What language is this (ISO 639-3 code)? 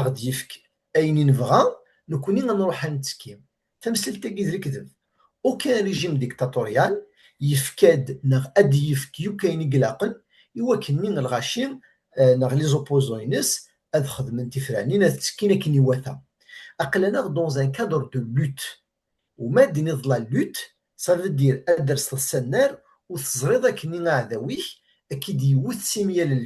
kab